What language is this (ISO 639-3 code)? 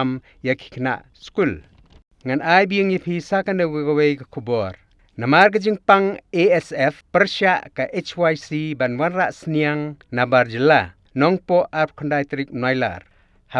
kha